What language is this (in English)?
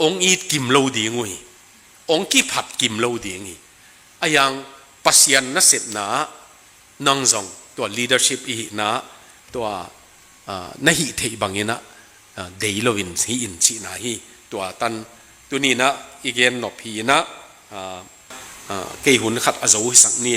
Tedim Chin